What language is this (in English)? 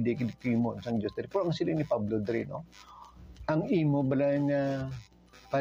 Hiligaynon